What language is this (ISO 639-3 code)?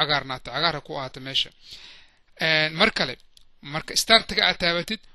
som